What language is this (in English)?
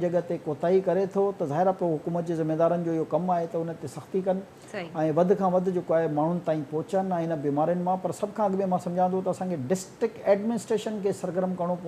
Sindhi